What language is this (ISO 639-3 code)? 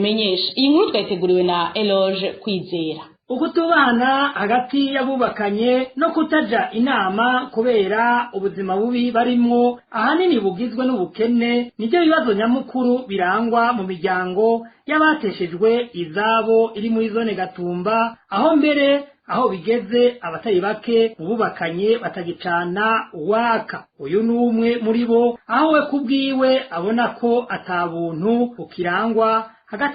run